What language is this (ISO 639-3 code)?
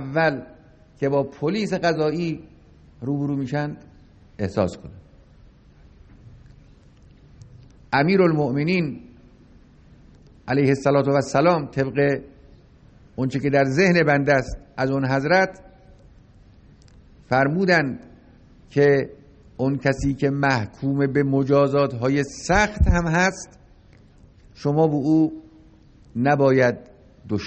fas